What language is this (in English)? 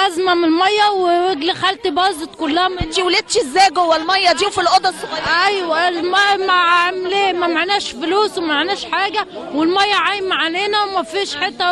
Egyptian Arabic